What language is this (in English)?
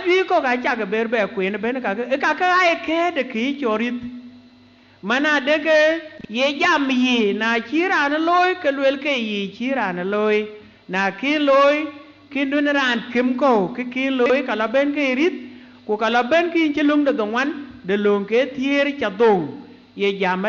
Dinka